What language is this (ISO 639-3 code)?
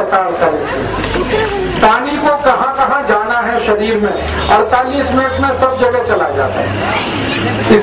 hin